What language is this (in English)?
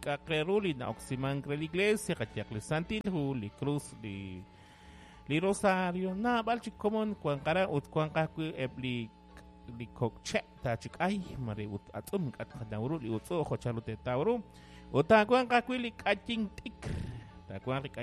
Kekchí